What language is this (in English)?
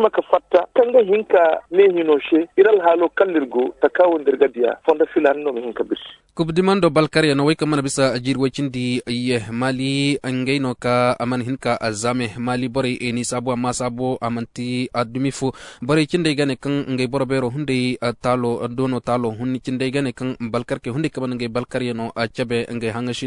Zarma